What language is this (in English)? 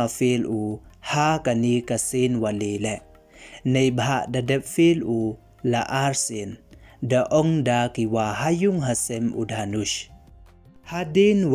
Pnar